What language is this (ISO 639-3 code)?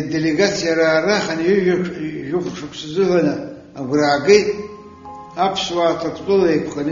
abk